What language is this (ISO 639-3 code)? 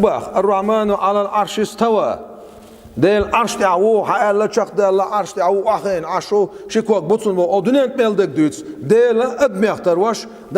che